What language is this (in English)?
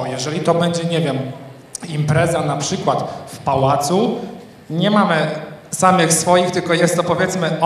Polish